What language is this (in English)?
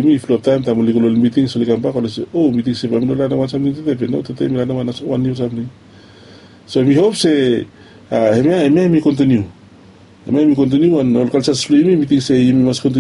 Bislama